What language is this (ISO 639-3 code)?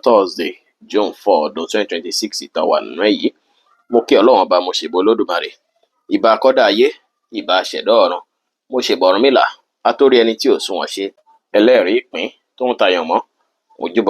yor